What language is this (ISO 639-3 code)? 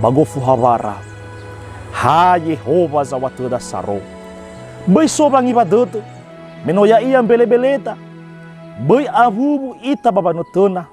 nia